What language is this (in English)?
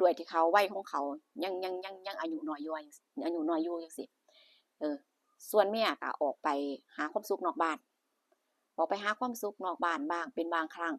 Northeastern Thai